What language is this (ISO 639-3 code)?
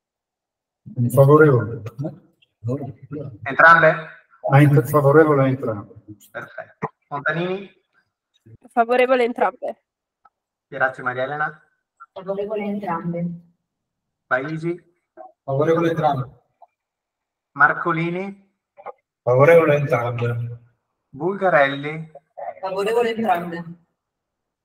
ita